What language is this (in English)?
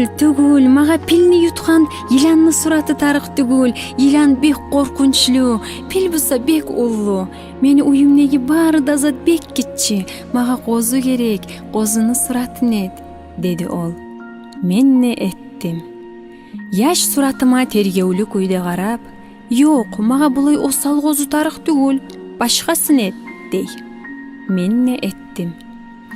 Kumyk